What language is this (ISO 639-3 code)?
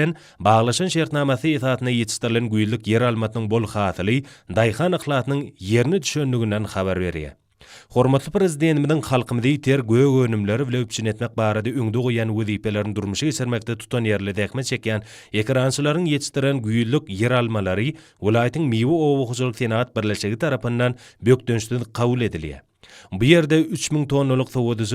tuk